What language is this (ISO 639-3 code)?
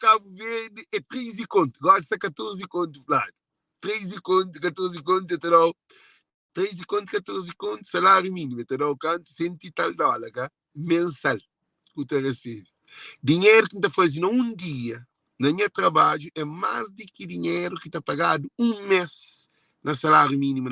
kea